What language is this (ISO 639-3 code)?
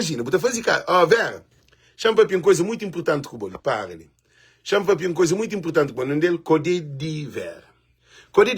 kea